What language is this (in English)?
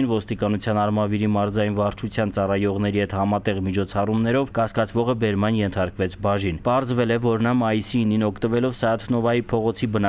Armenian